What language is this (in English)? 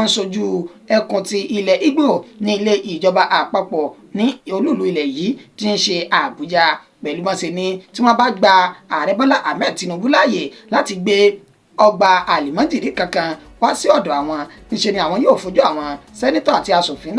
Yoruba